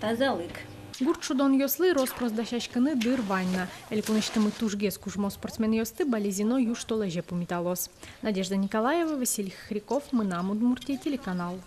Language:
Udmurt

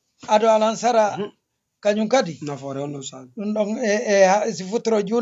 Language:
Fula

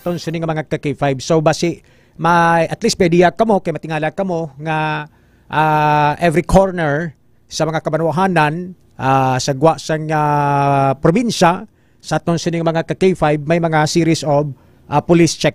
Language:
Hiligaynon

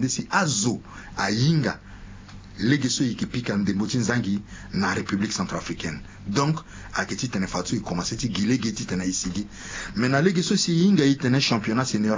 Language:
Sango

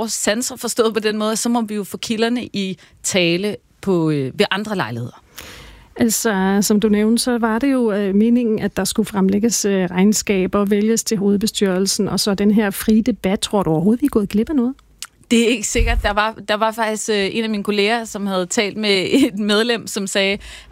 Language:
Danish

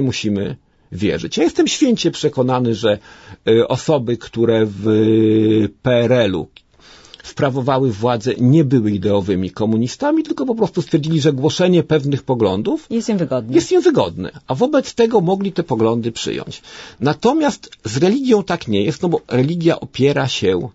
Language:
Polish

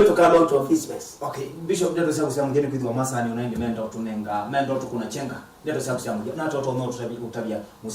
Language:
Kamba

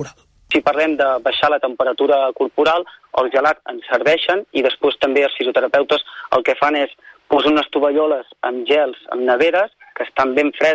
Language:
Catalan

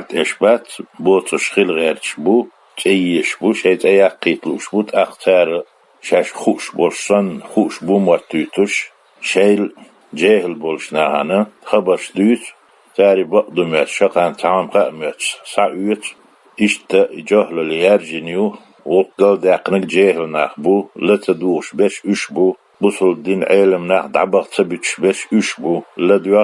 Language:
Chechen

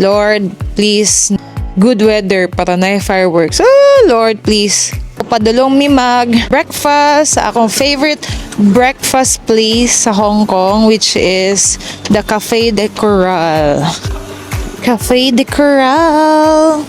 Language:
Cebuano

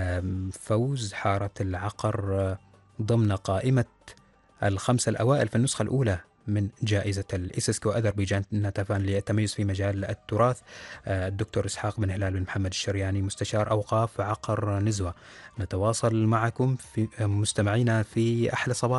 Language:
Arabic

